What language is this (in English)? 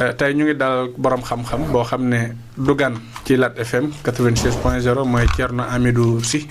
Wolof